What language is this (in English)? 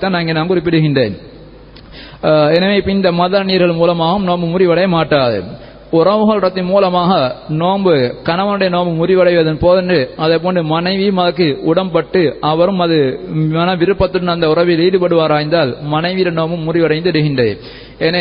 Tamil